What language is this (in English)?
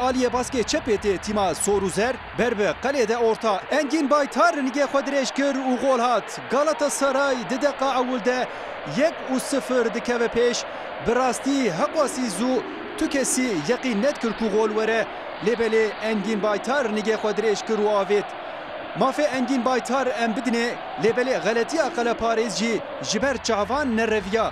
Kurdish